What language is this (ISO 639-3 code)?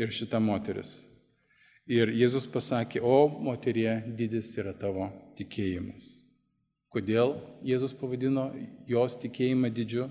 lit